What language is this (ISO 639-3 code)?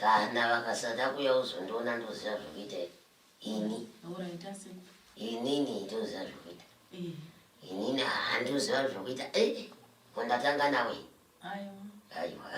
sna